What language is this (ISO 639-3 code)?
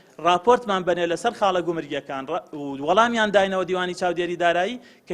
ckb